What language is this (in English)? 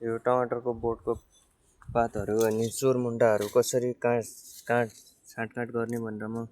Nepali